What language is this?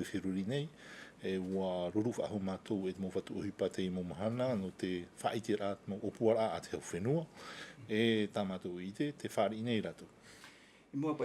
Tahitian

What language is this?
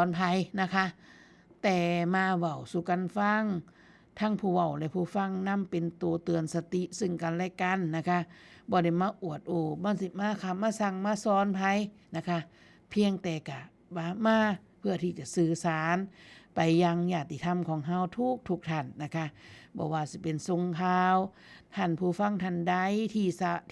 Northeastern Thai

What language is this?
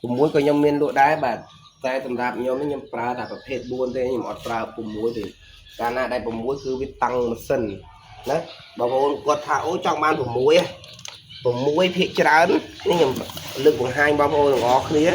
Khmer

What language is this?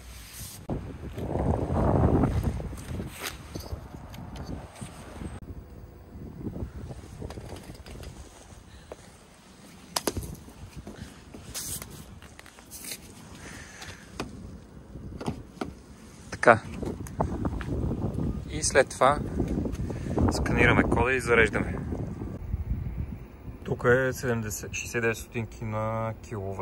Bulgarian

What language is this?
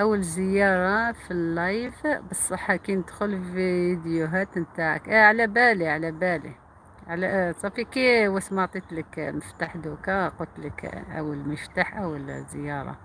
Algerian Arabic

